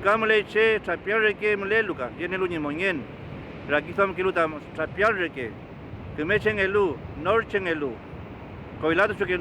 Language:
Mapuche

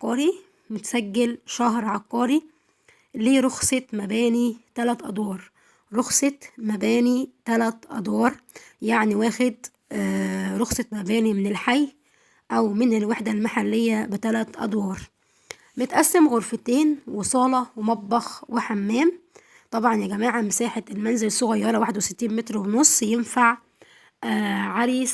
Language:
Egyptian Arabic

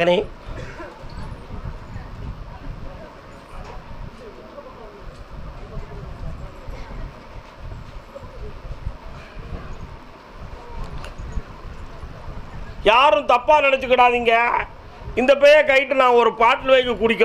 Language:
Tamil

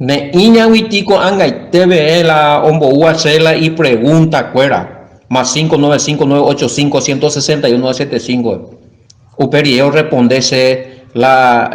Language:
Guarani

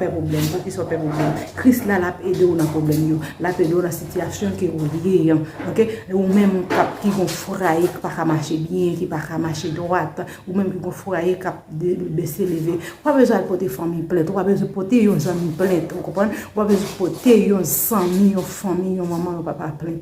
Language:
Haitian Creole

